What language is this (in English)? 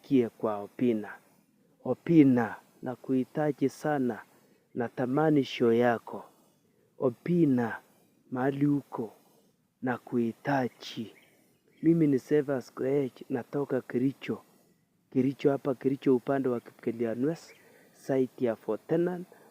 Swahili